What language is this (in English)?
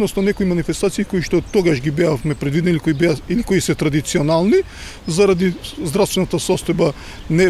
Macedonian